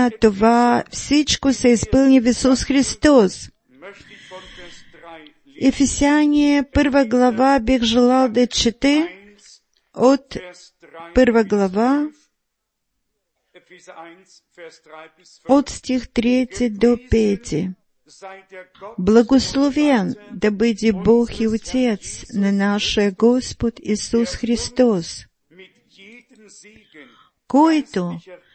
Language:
Bulgarian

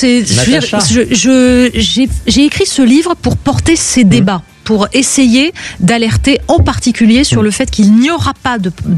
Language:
French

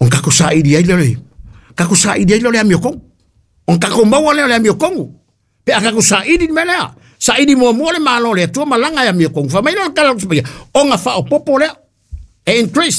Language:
Samoan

